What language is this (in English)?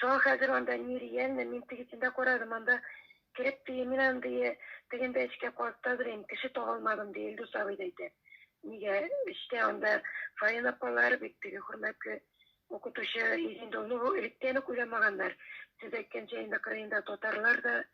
Tatar